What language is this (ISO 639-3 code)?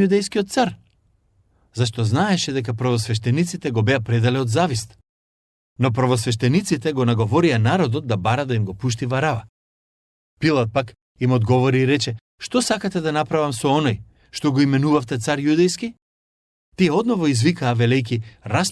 mkd